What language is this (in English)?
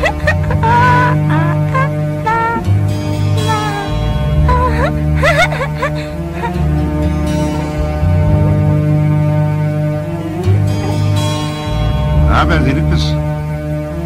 Turkish